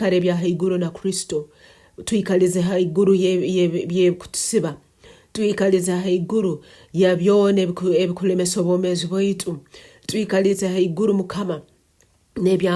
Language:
Nyankole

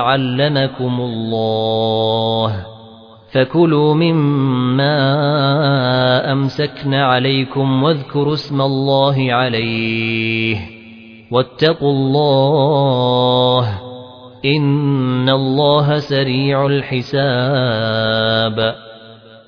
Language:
Arabic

